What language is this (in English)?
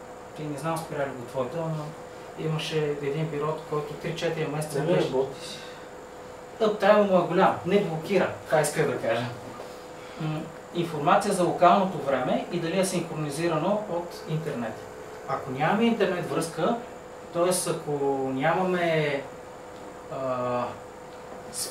Bulgarian